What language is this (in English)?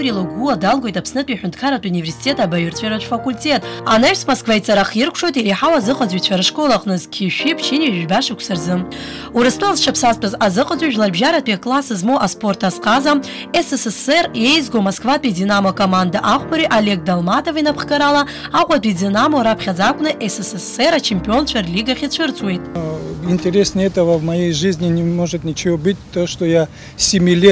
Abkhazian